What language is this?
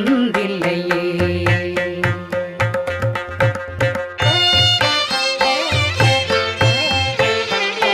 Tamil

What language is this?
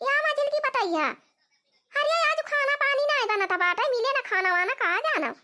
Awadhi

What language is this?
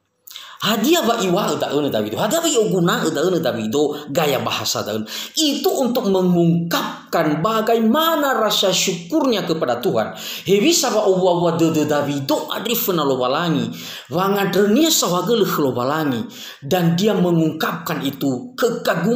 Nias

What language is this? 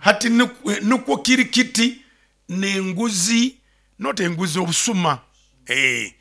Nyoro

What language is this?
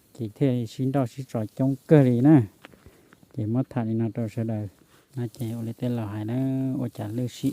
Hmong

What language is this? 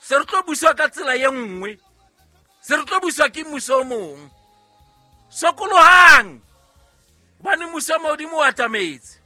Southern Sotho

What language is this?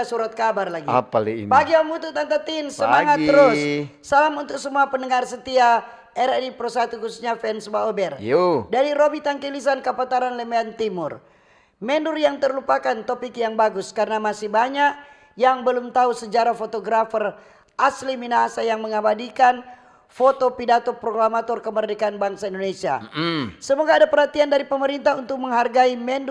Manado Malay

